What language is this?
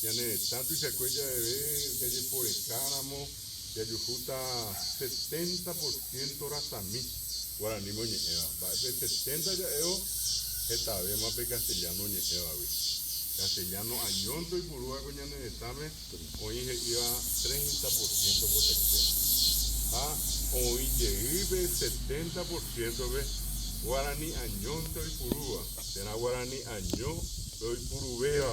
Guarani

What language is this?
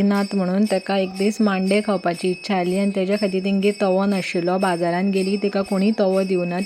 Konkani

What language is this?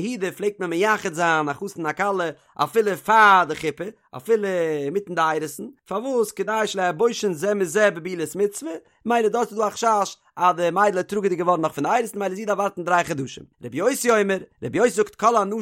Yiddish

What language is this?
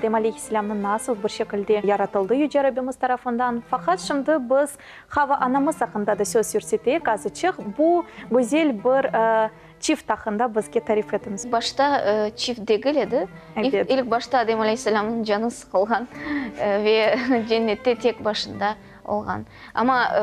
Crimean Tatar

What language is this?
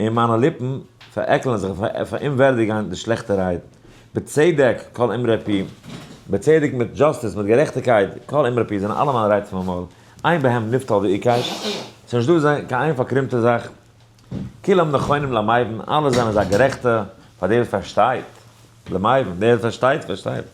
Yiddish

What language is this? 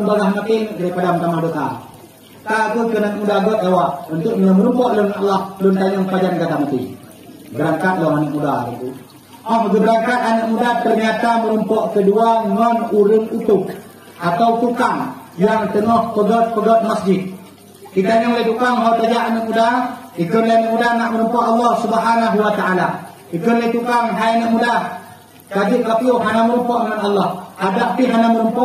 Achinese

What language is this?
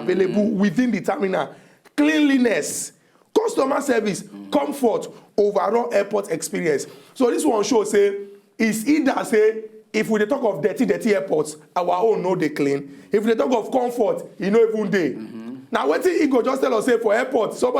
Nigerian Pidgin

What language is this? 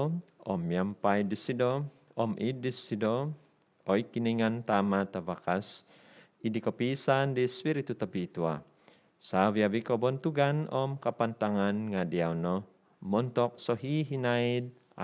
Central Dusun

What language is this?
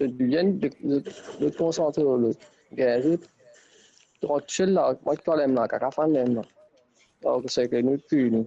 Morisyen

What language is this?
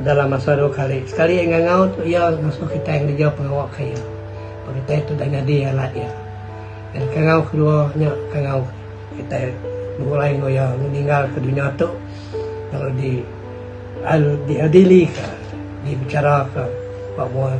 Iban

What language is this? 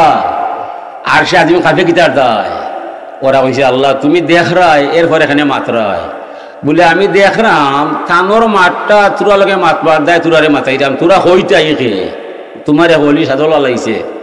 Sylheti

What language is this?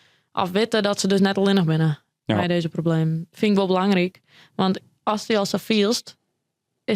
Western Frisian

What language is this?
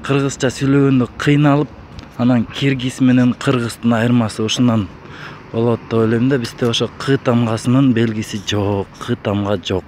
Kyrgyz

